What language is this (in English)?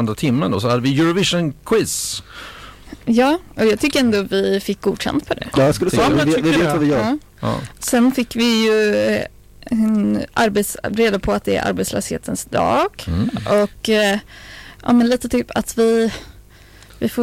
Swedish